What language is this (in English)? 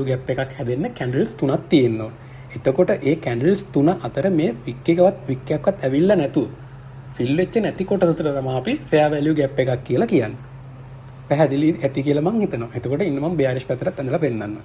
Sinhala